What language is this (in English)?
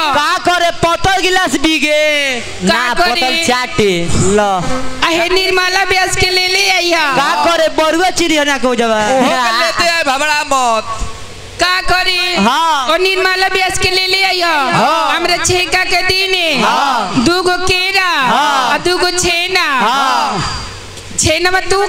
Bhojpuri